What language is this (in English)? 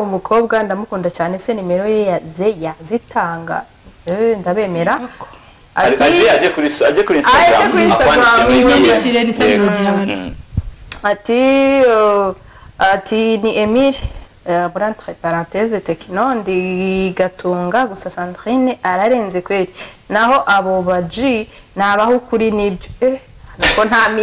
Kinyarwanda